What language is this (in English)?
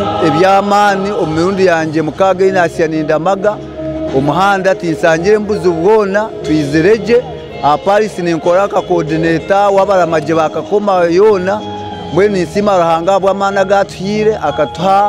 Nyankole